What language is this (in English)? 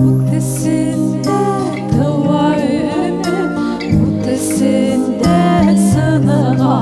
Bashkir